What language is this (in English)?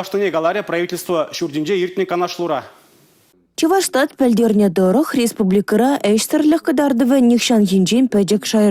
Chuvash